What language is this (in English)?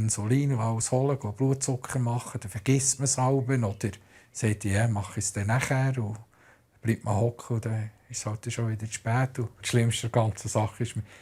Swiss German